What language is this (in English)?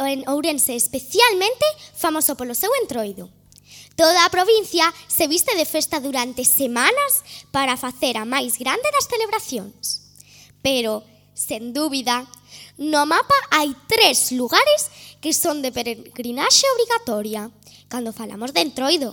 Galician